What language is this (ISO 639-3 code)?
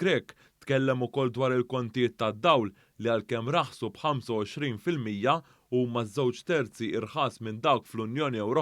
mlt